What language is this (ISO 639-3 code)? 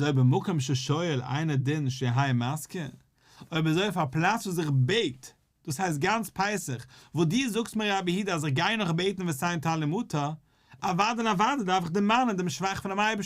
yid